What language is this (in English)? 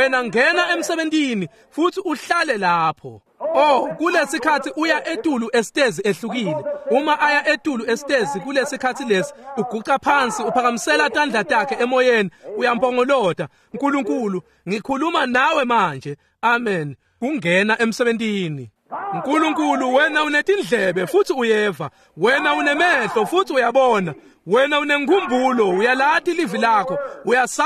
Swati